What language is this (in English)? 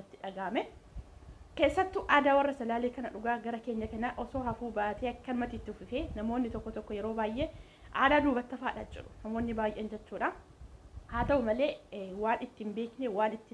Oromo